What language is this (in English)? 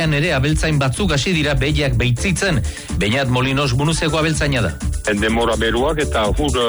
Basque